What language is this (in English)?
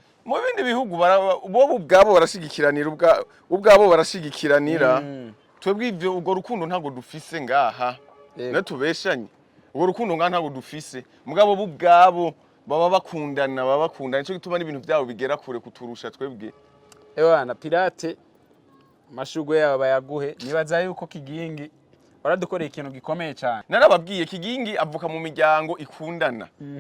Rundi